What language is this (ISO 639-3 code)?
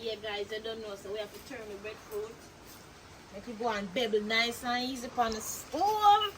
jam